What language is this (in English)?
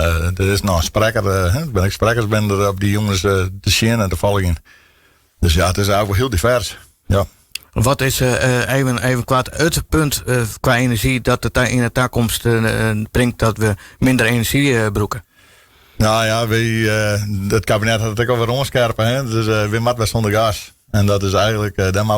Western Frisian